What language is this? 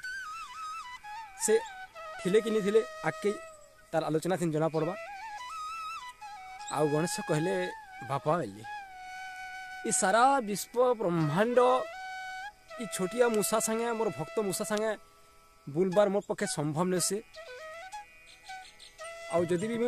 Sambalpuri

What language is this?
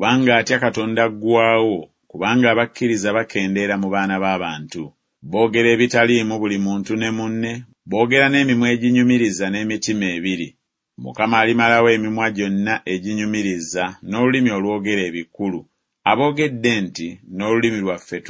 Ganda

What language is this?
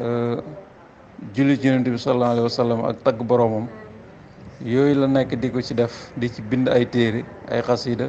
Wolof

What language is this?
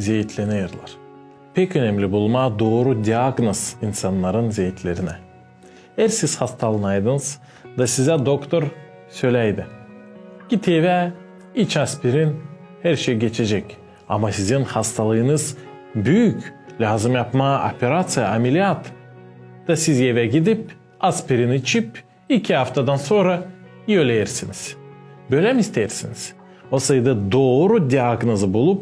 Gagauz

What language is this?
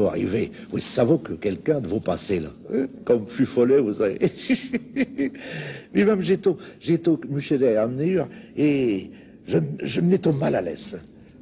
Picard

